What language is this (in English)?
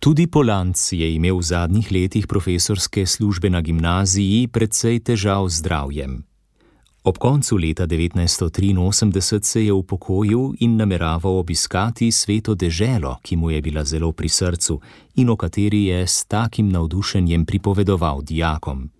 Slovenian